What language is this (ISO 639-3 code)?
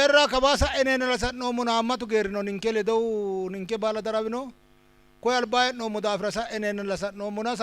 sid